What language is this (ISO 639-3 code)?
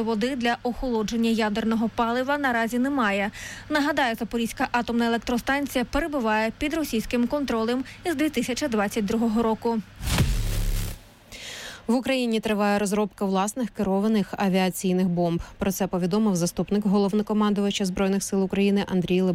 ukr